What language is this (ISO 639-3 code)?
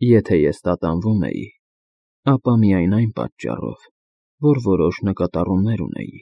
hye